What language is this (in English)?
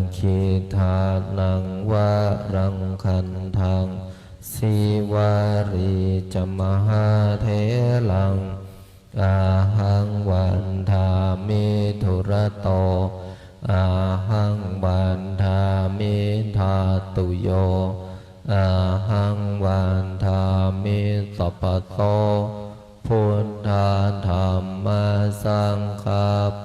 Pali